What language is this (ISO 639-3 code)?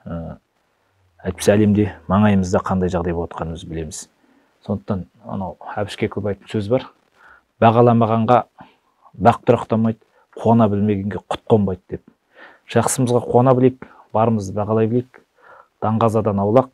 kaz